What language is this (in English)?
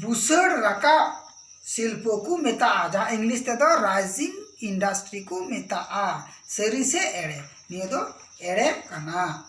Santali